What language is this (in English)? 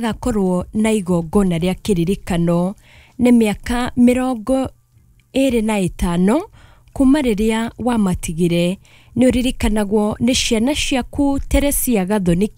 Kikuyu